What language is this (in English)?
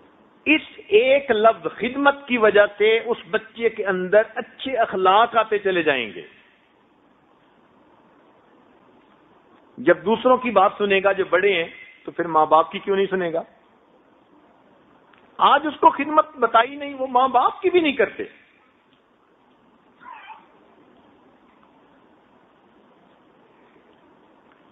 Urdu